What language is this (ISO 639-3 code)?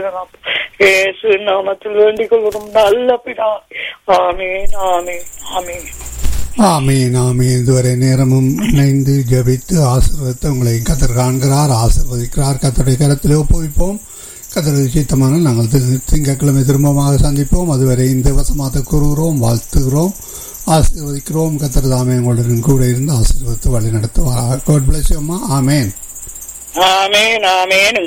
tam